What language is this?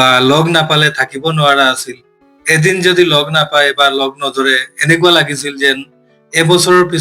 Assamese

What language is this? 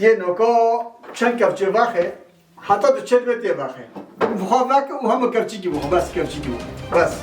Kurdish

